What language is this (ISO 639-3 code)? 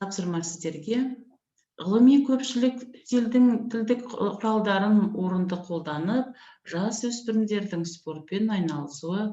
kaz